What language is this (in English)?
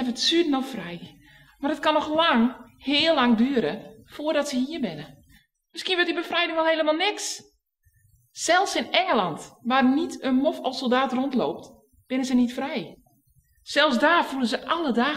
Western Frisian